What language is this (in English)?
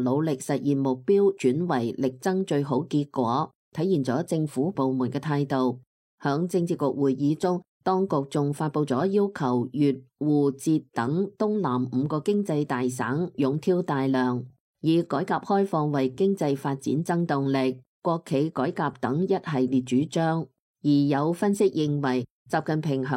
Cantonese